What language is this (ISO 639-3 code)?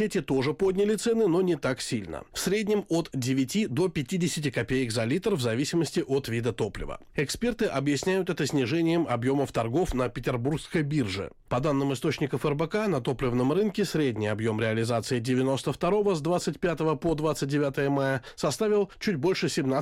rus